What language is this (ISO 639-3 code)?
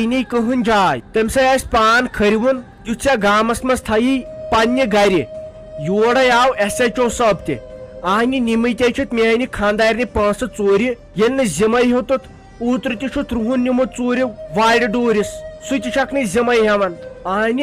kas